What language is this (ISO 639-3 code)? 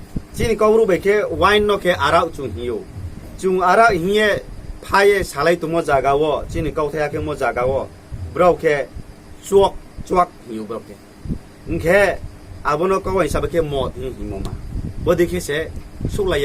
ria